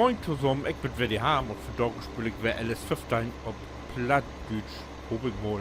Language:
Low German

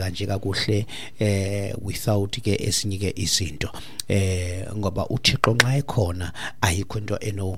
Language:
Xhosa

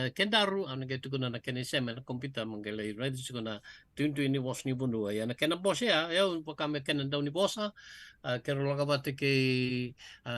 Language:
Fijian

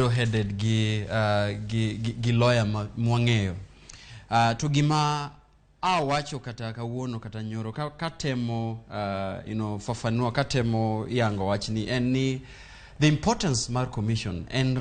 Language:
Luo (Kenya and Tanzania)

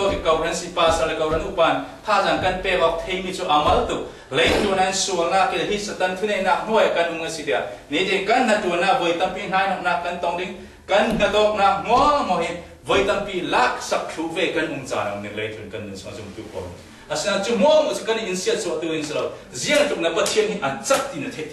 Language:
Falam Chin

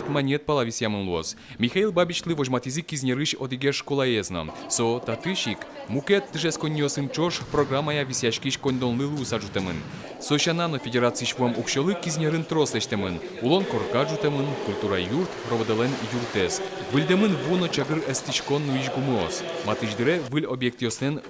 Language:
Udmurt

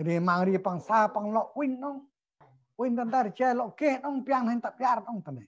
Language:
Central Mnong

